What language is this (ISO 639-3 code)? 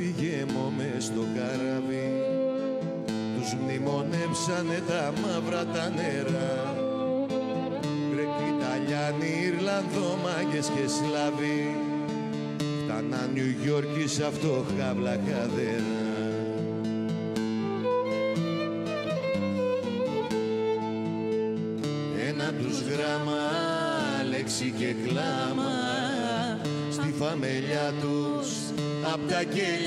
ell